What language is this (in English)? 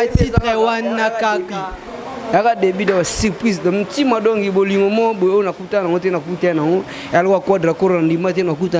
Lingala